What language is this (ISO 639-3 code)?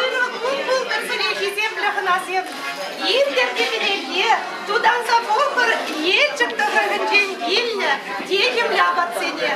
chv